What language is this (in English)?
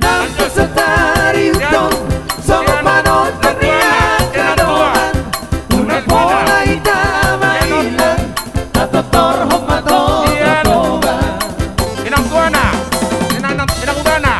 Batak Toba